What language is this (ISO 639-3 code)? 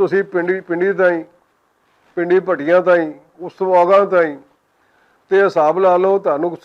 lah